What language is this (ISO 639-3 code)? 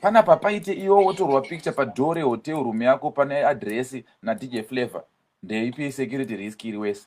sna